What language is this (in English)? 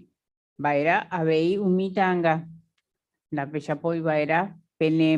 Guarani